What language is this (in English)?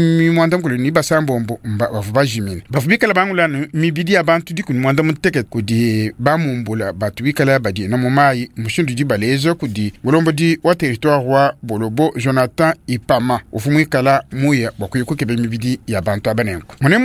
Luba-Lulua